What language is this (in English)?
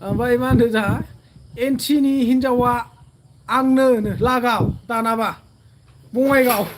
Bodo